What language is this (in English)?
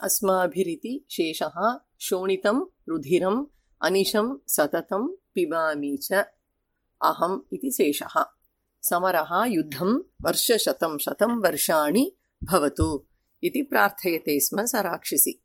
Sanskrit